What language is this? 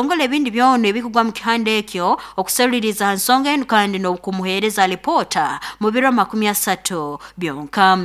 Nyoro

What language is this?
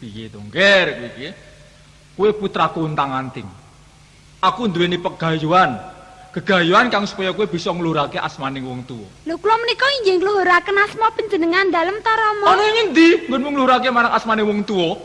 Javanese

